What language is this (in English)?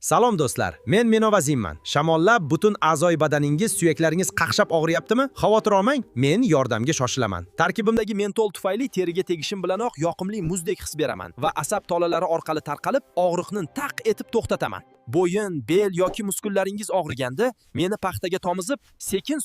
Uzbek